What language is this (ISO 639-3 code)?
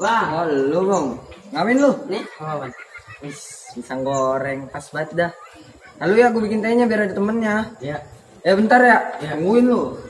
bew